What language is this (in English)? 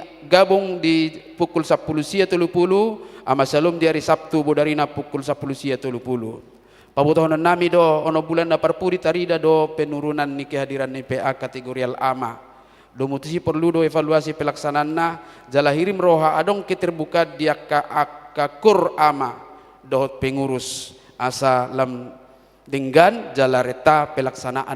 Batak Toba